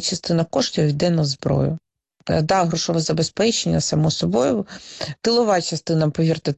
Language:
Ukrainian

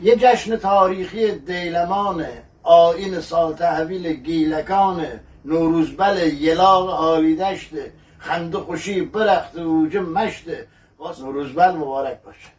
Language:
Gilaki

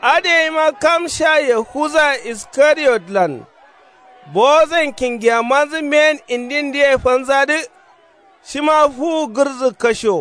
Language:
Kanuri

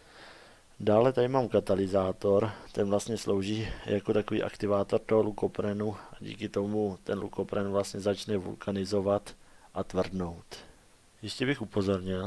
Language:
Czech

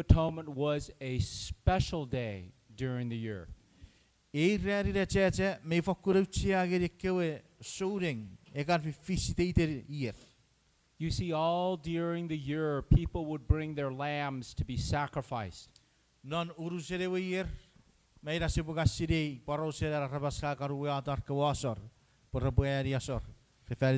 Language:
Chuukese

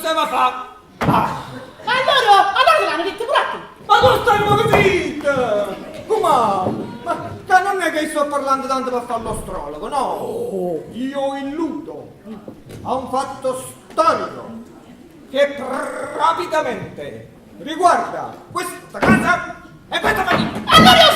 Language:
Neapolitan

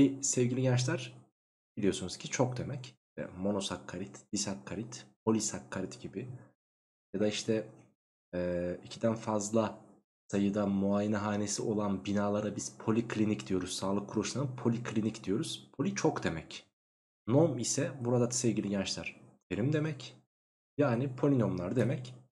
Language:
Turkish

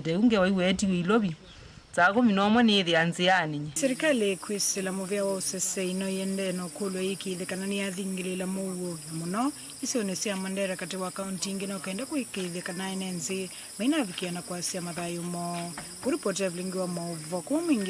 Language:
Kamba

